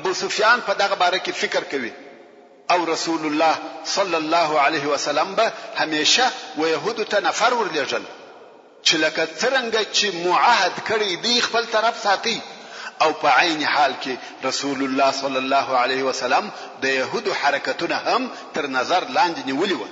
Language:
Pashto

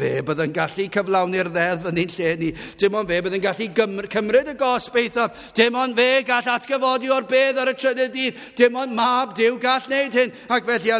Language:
Welsh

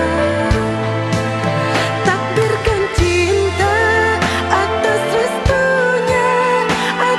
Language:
Indonesian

